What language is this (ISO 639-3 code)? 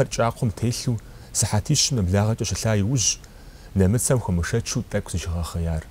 kbd